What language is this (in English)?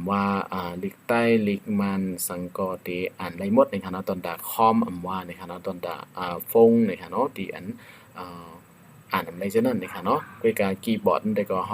Shan